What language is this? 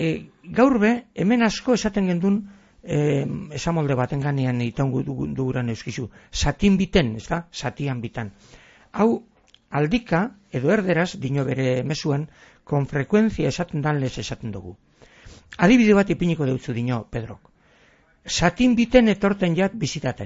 Basque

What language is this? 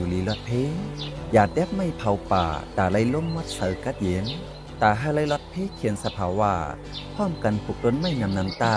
Shan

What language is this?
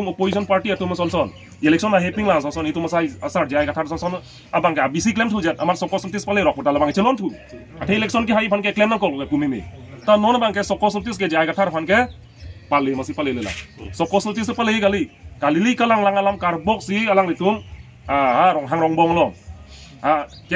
Karbi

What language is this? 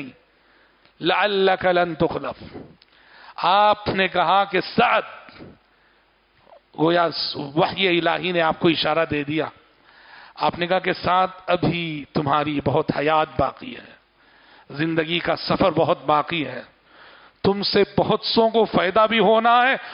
Urdu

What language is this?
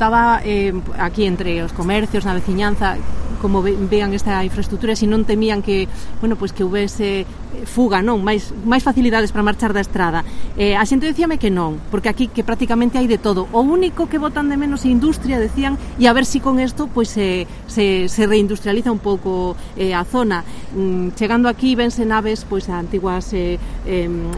Galician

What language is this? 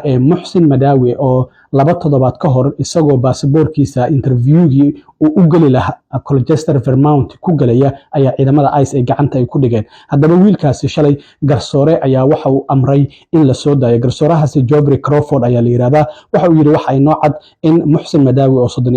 Somali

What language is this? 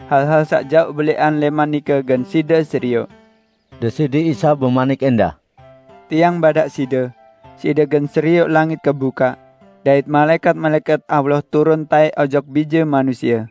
Sasak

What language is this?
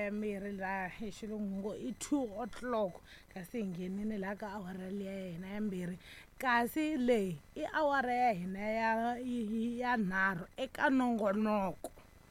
Tsonga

